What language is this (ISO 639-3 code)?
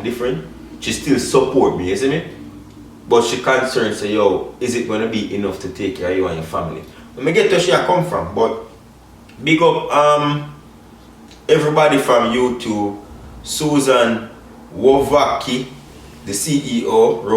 jam